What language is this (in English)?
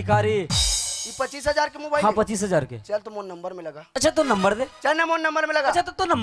Chhattisgarhi